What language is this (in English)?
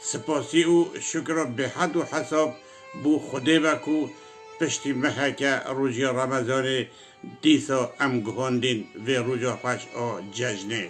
Kurdish